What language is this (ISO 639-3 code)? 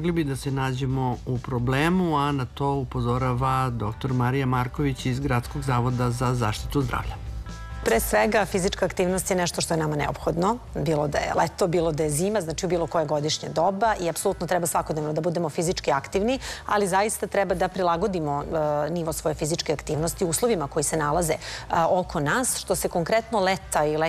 srp